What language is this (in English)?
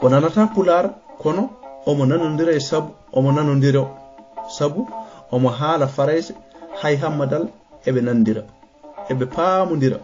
Fula